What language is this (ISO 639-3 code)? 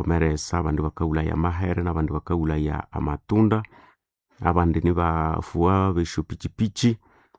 nnb